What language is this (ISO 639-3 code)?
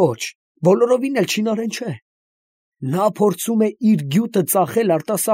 hye